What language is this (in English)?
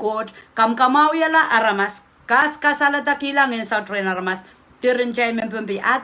Pohnpeian